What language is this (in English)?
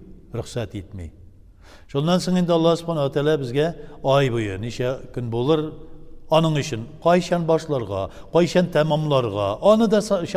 Tatar